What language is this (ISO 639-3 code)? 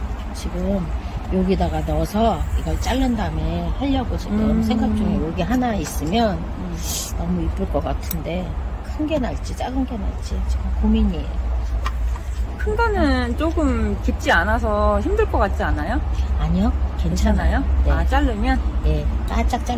kor